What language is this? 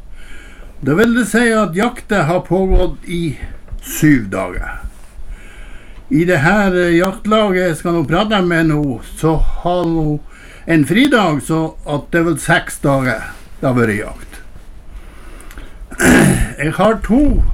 Norwegian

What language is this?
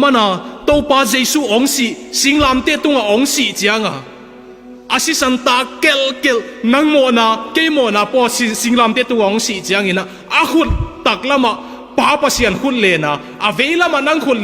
Tedim Chin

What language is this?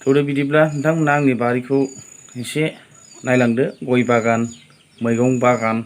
Bodo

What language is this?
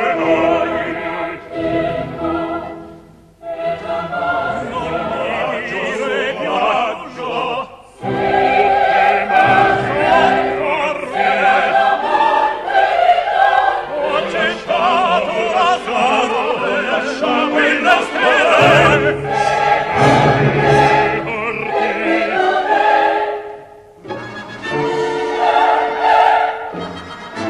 Italian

